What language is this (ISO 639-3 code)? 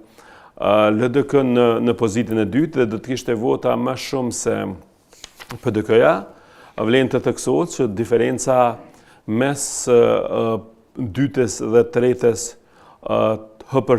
sqi